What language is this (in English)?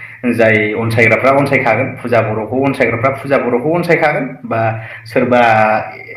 Bodo